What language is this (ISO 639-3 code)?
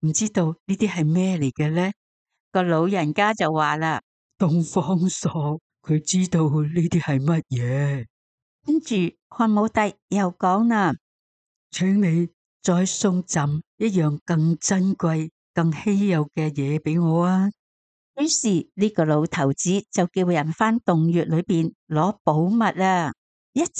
yue